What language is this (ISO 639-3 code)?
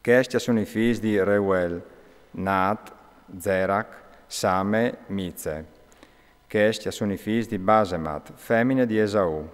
fur